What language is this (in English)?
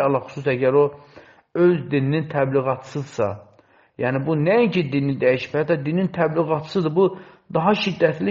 Azerbaijani